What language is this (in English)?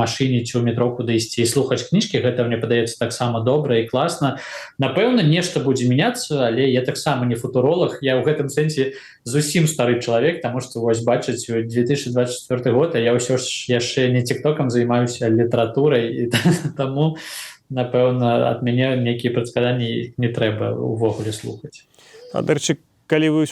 Belarusian